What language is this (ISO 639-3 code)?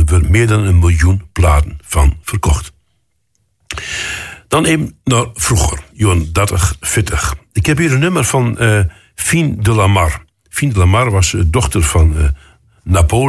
nld